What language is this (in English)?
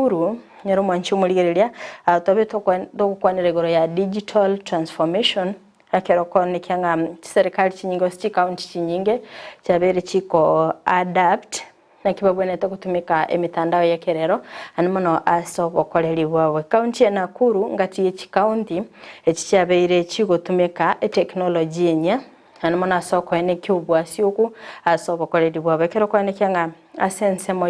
Gusii